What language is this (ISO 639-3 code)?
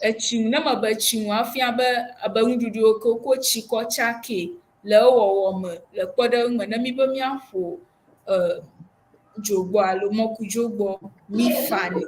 ewe